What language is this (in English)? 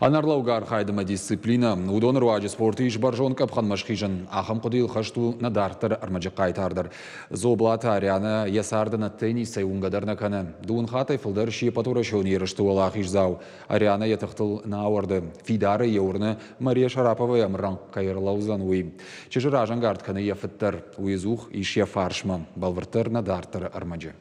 Ossetic